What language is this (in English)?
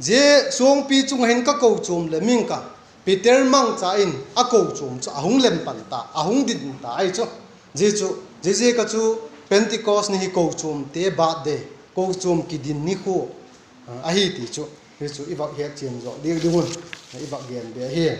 Vaiphei